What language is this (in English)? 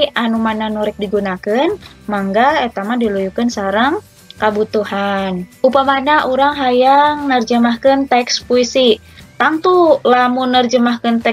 Sundanese